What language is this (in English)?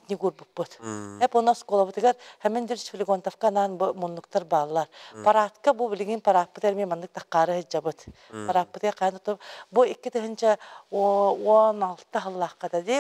Yakut